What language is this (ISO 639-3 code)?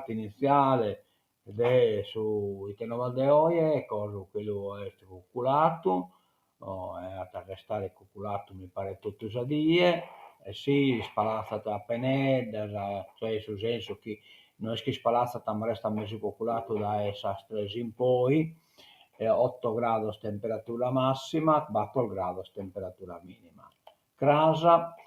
srd